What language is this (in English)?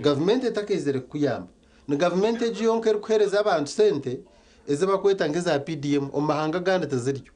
Nyankole